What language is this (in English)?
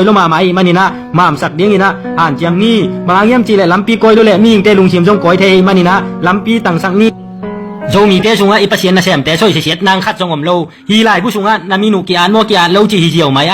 Tedim Chin